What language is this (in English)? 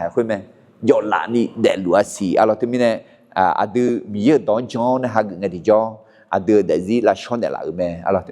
Akha